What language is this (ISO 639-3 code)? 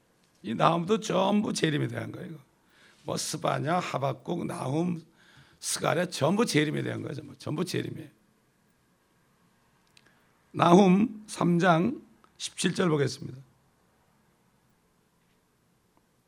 kor